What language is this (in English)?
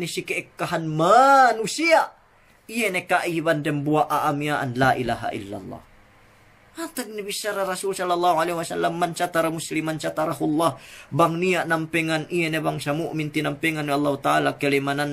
Yakan